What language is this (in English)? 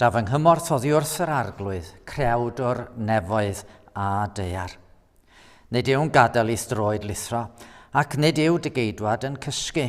Welsh